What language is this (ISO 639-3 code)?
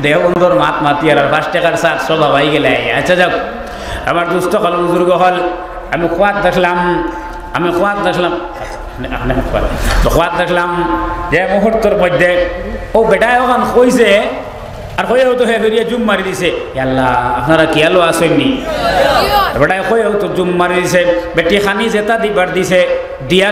syl